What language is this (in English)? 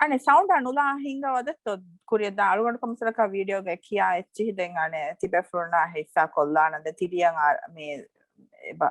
Divehi